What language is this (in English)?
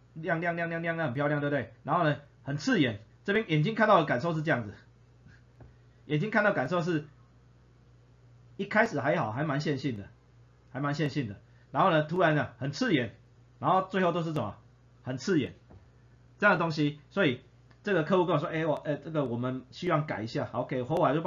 Chinese